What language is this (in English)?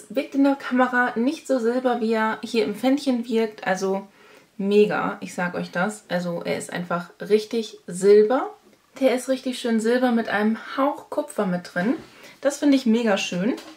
German